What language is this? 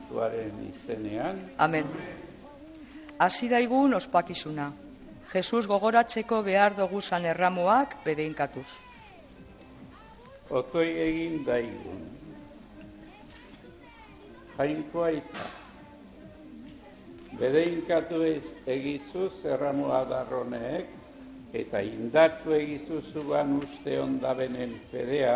Basque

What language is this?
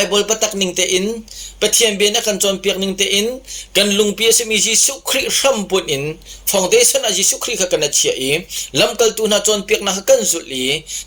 Hakha Chin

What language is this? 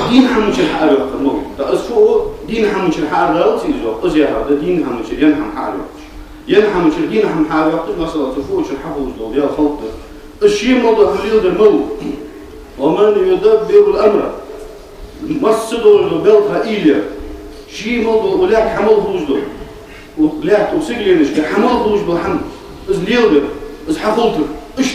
Ingush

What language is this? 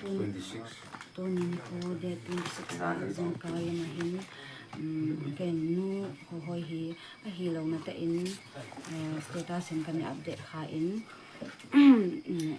Manipuri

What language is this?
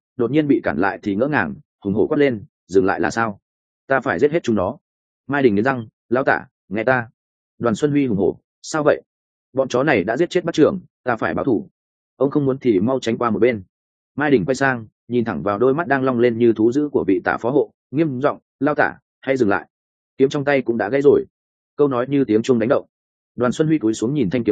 Vietnamese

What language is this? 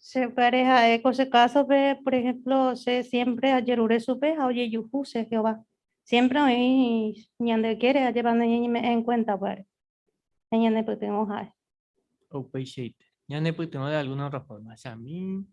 Guarani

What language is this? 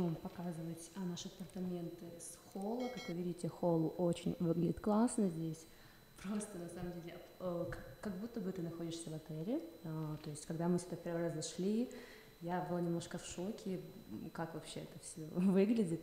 Russian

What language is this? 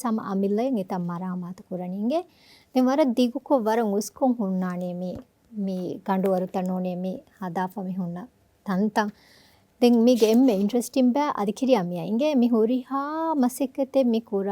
Divehi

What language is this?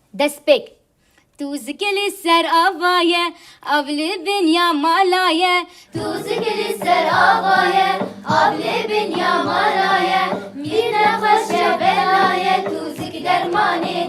Kurdish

